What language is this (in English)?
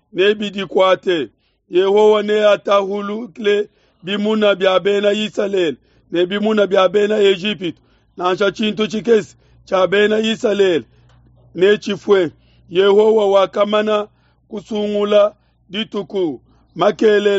Luba-Lulua